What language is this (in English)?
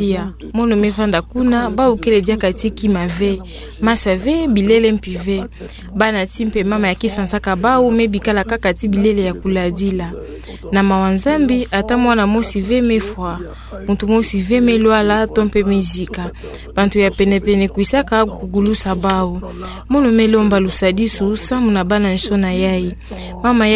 Kituba (Democratic Republic of Congo)